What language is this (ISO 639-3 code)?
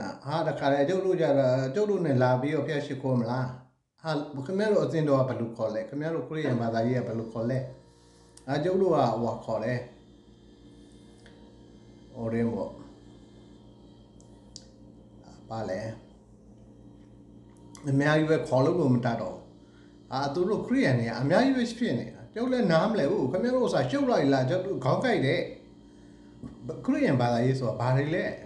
mya